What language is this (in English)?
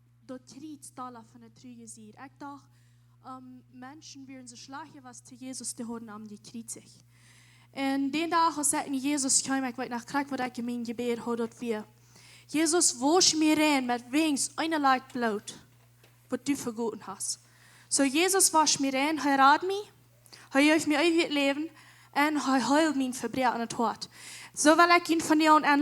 Plautdietsch